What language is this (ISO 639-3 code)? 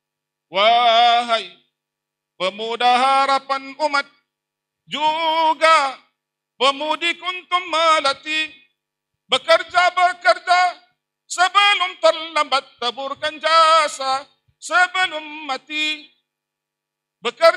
msa